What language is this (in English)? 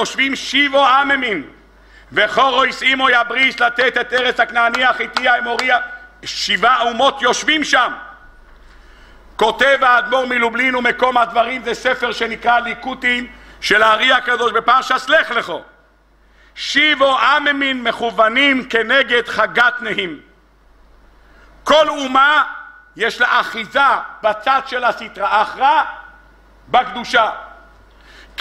Hebrew